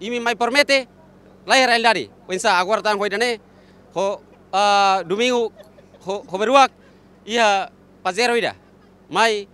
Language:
Tetum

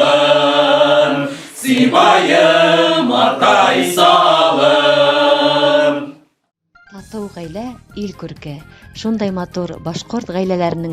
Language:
Bashkir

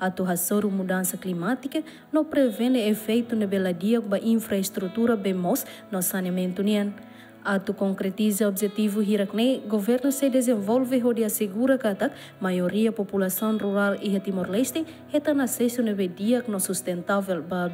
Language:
Tetum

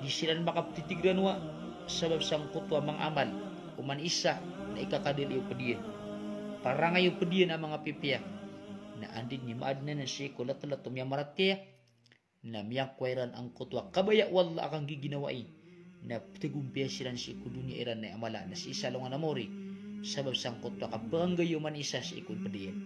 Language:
Maranao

